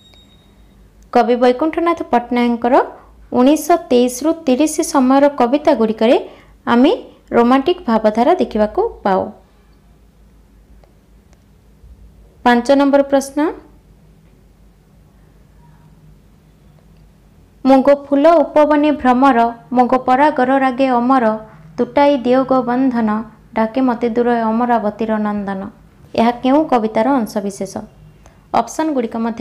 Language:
Odia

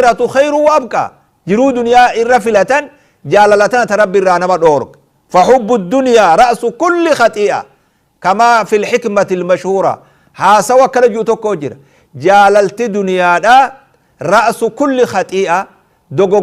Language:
Oromo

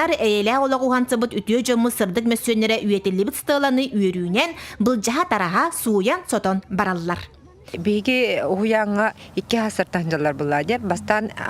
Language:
Yakut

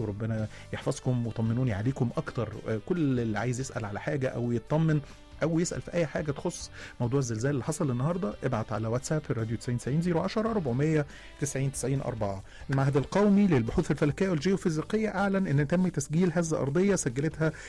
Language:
Egyptian Arabic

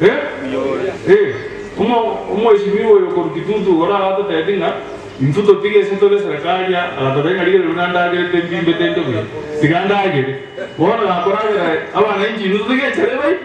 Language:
Gusii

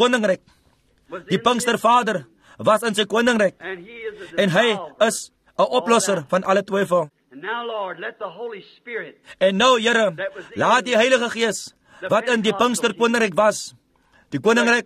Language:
Afrikaans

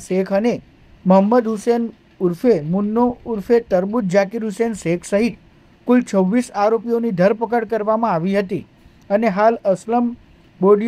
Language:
Gujarati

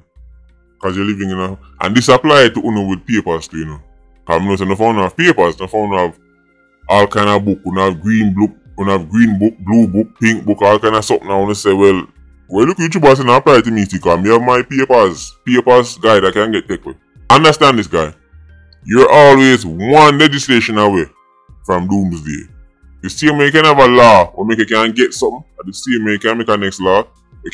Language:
Jamaican Creole English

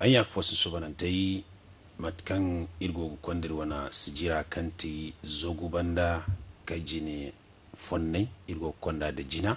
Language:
Zarma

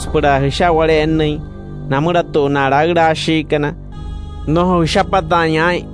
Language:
Wayuu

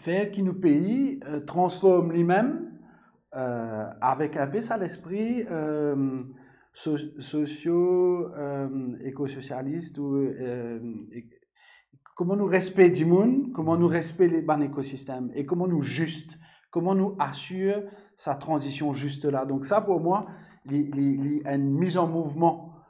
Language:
Morisyen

